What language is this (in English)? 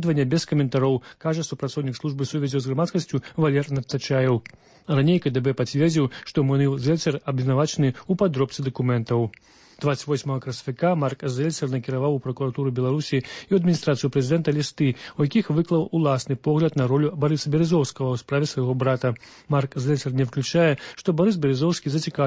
Belarusian